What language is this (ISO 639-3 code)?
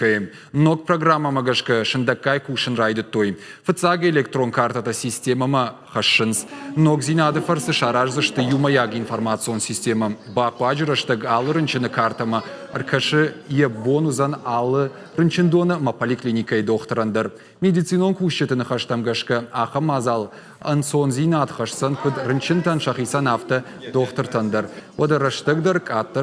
oss